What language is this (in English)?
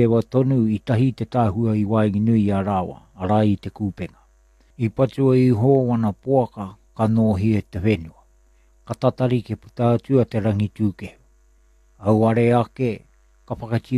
Māori